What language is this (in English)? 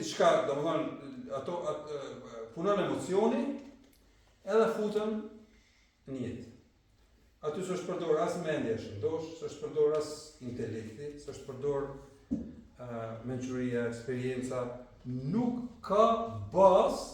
Albanian